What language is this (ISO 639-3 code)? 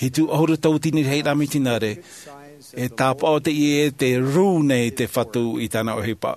tah